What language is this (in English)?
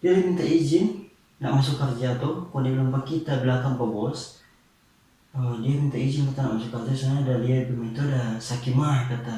Manado Malay